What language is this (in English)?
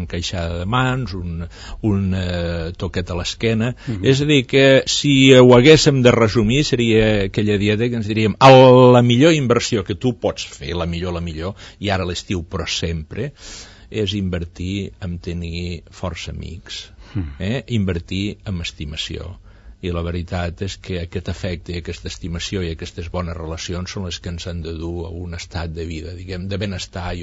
Catalan